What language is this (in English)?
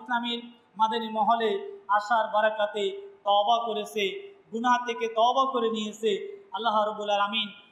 Bangla